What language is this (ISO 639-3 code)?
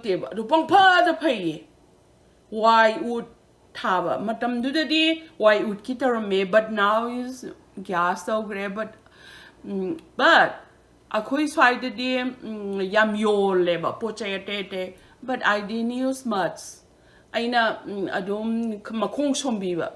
mni